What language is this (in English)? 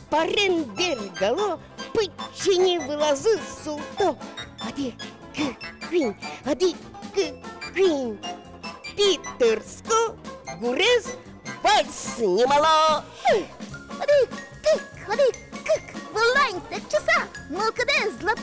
Udmurt